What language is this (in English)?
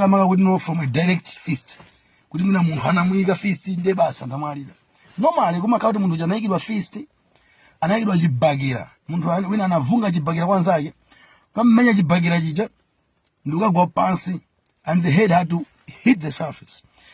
Nyanja